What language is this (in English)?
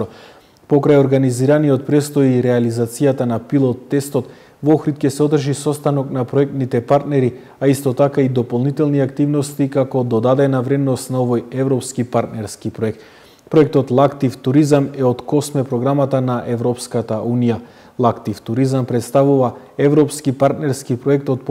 Macedonian